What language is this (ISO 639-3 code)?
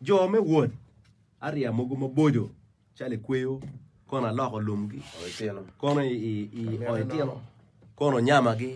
ach